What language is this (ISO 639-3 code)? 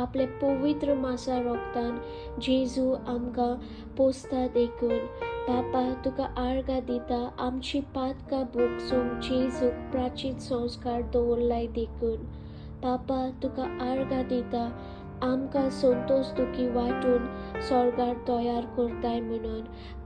kok